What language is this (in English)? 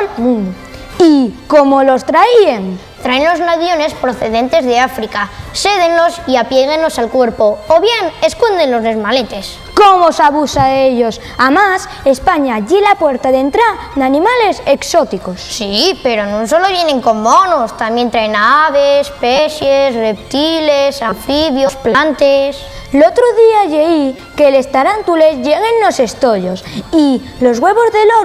Asturian